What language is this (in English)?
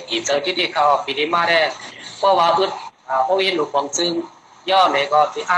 Thai